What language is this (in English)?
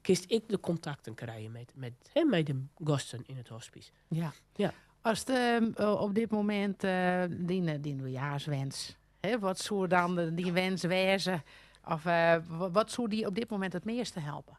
Western Frisian